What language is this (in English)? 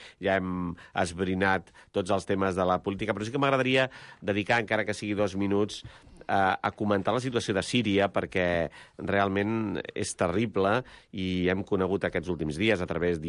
Catalan